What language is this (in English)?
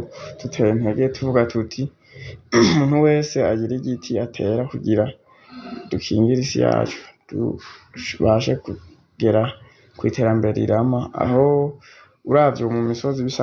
Rundi